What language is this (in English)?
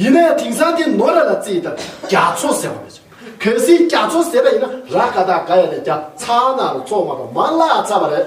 Tibetan